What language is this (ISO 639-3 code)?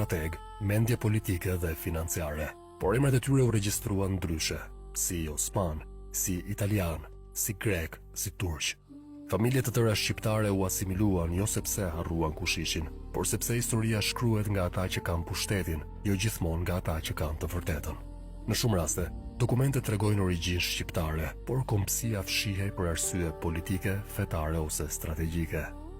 sqi